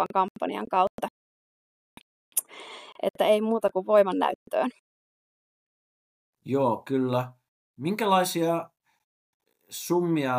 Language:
Finnish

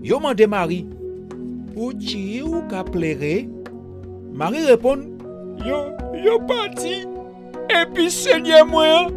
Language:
Guadeloupean Creole French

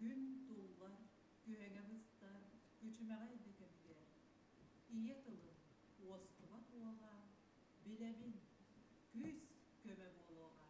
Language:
Yakut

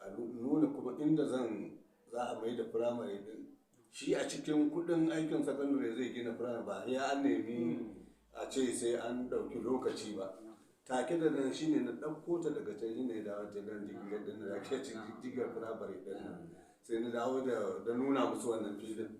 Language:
Hausa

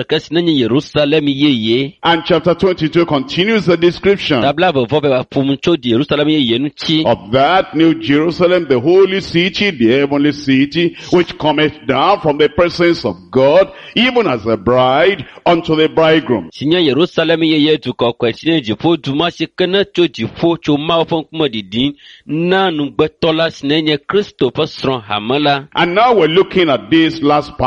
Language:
Ewe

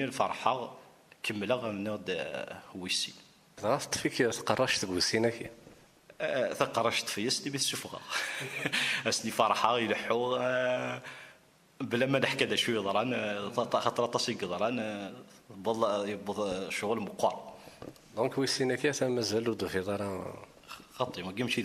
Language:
Kabyle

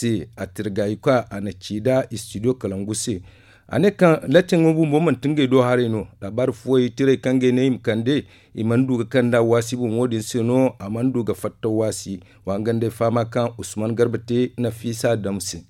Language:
Zarma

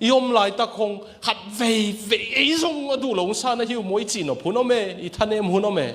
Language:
Tedim Chin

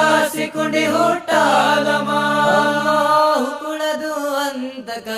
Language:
Divehi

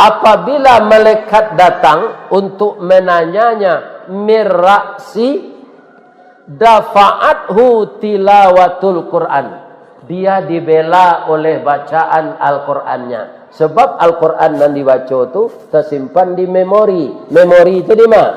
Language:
Minangkabau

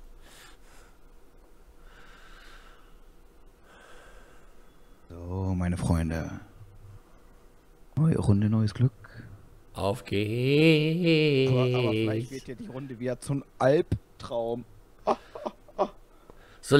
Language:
German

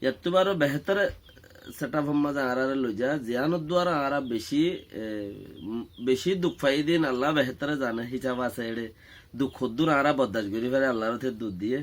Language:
Rohingya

